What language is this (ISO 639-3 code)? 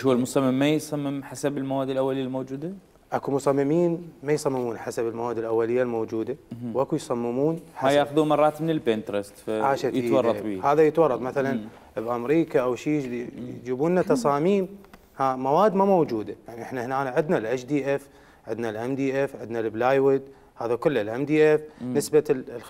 acm